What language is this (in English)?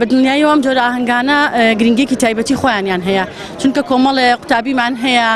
Central Kurdish